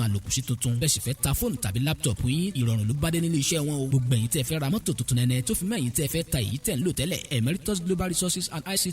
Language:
Yoruba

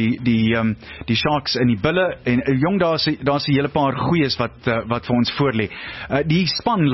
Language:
Afrikaans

